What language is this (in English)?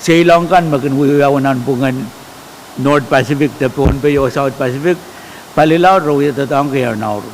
Pohnpeian